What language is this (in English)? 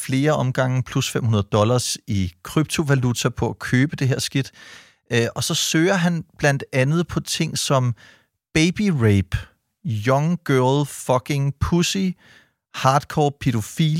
Danish